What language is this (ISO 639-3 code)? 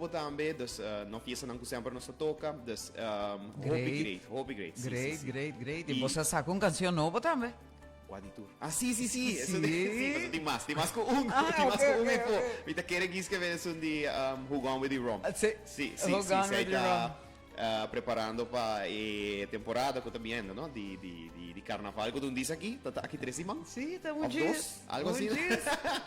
pap